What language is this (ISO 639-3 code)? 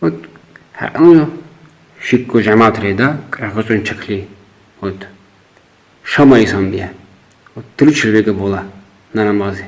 lbe